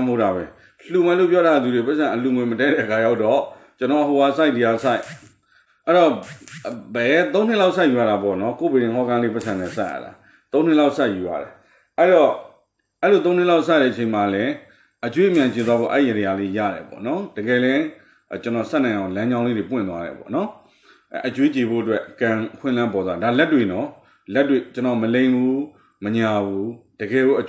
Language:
Burmese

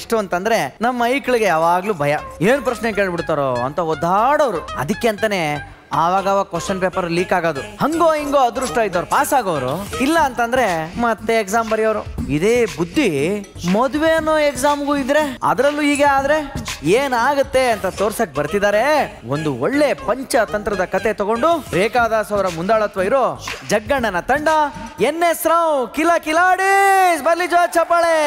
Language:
Kannada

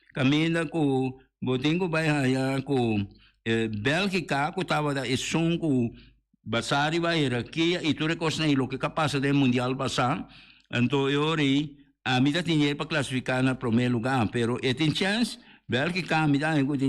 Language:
Papiamento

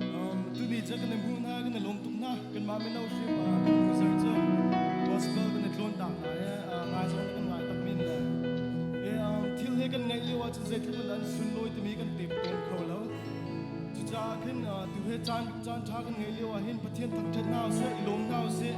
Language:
Hakha Chin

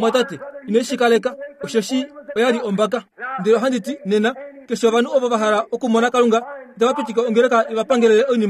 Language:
Kuanyama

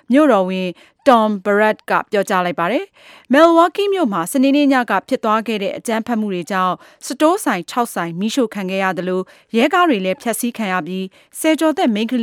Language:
Burmese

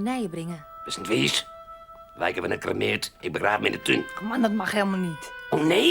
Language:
Western Frisian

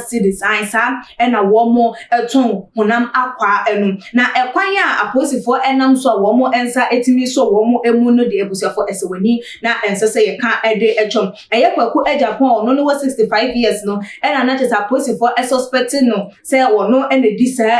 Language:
Akan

